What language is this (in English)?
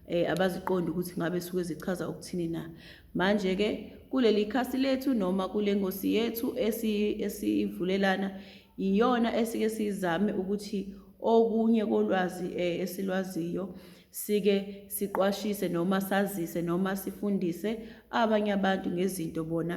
Zulu